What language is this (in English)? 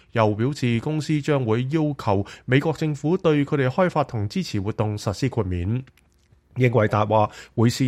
Cantonese